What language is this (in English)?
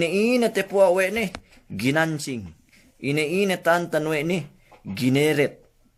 Yakan